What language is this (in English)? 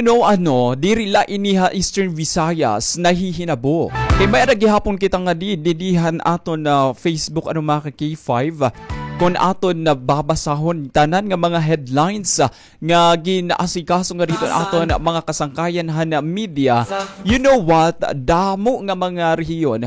Waray